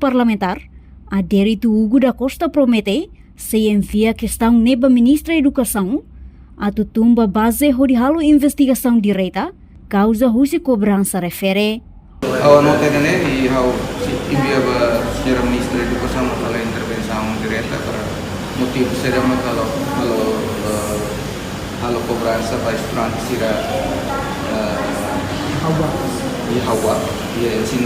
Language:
Tetum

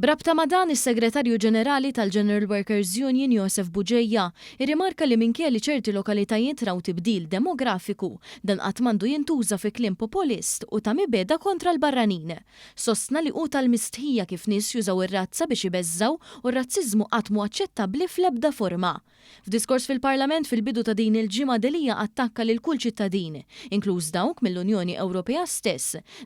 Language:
Maltese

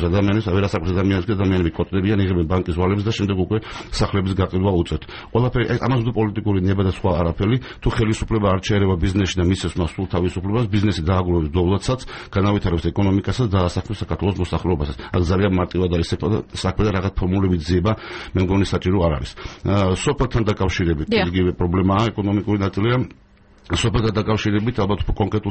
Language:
Georgian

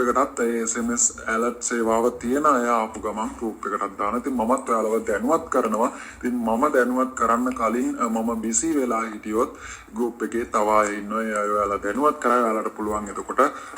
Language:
Sinhala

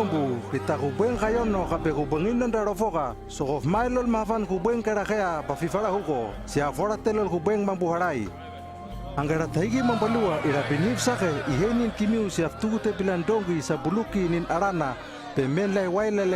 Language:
Hano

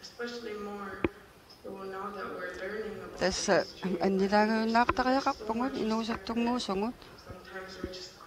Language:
Kalaallisut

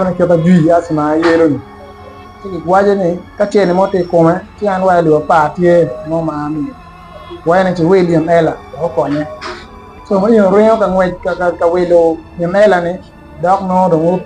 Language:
Acoli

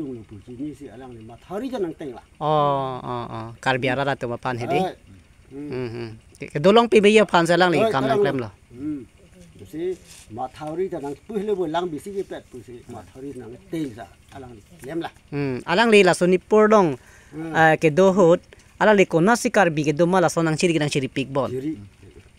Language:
Karbi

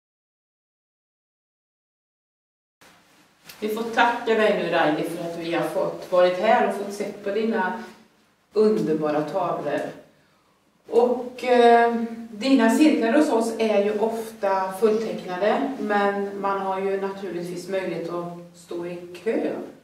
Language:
Swedish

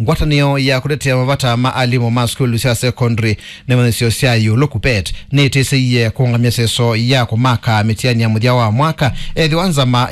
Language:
Kamba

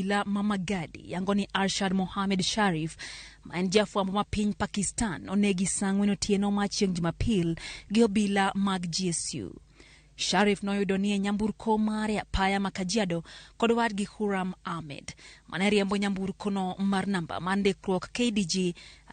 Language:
Luo (Kenya and Tanzania)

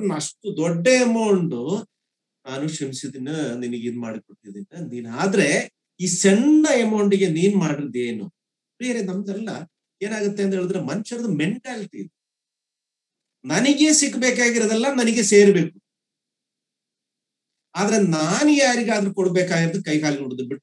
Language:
Kannada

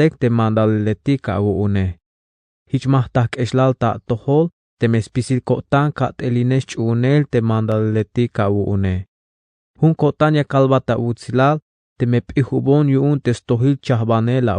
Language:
Tzeltal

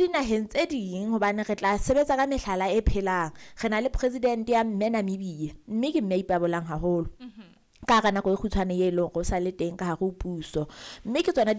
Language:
Southern Sotho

